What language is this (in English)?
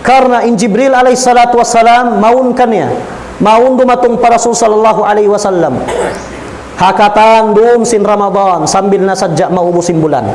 Tausug